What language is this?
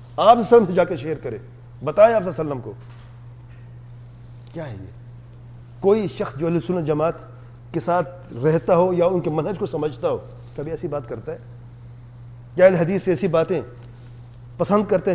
Urdu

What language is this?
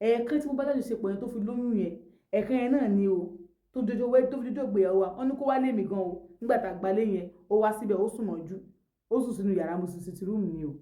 Yoruba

